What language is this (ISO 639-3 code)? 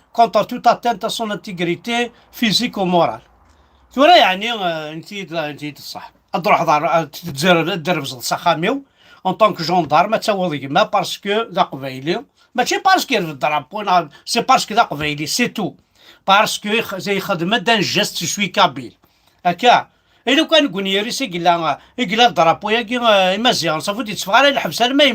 kab